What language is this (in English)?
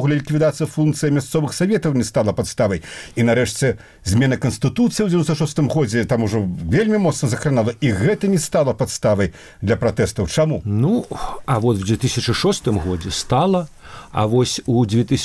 Belarusian